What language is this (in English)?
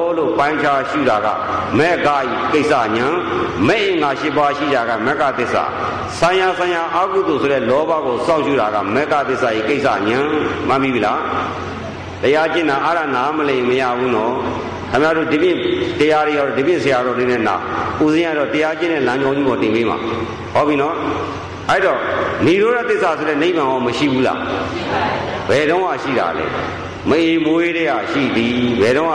Burmese